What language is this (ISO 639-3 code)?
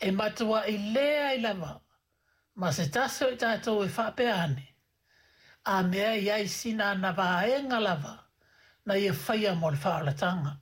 smo